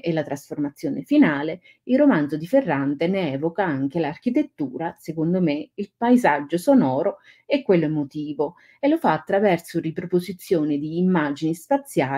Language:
Italian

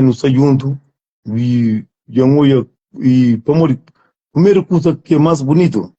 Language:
Kabuverdianu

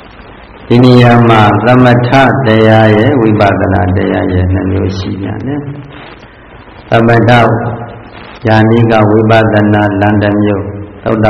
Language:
Burmese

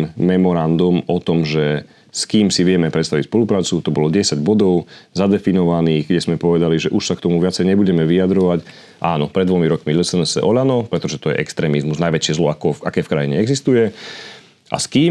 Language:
Slovak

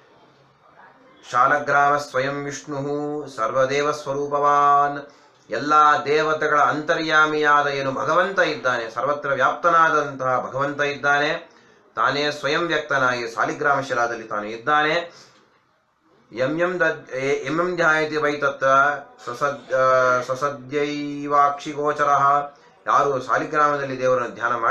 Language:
Kannada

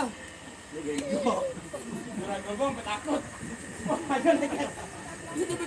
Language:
Betawi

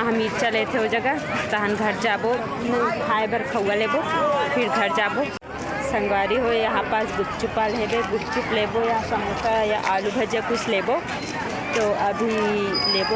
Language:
Chhattisgarhi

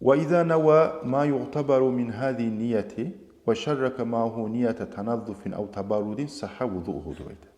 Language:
Kumyk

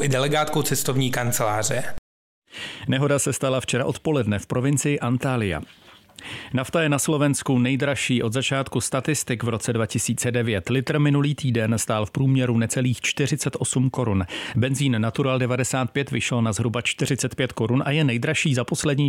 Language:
Czech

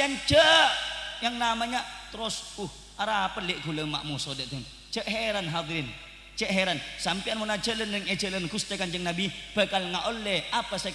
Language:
Madurese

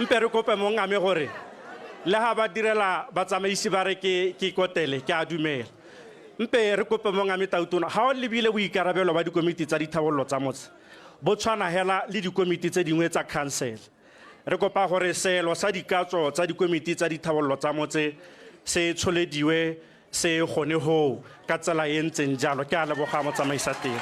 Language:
Tswana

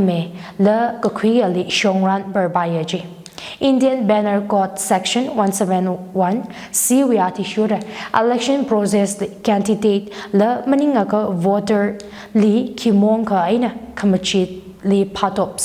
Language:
Tangkhul Naga (India)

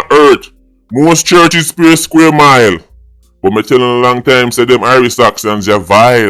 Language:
Jamaican Creole English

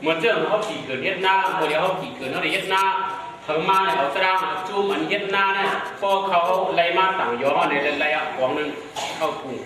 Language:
Shan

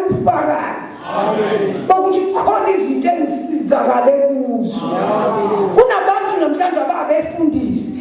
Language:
Zulu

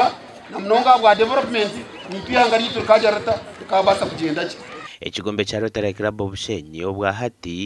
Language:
Nyankole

